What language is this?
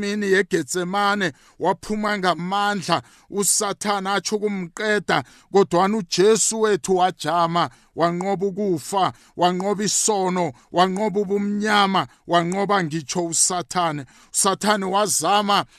South Ndebele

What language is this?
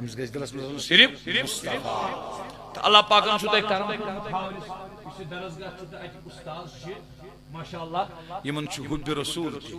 Kashmiri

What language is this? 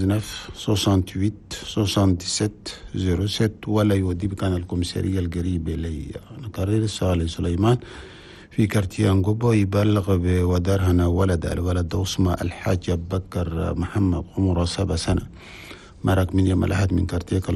Chadian Arabic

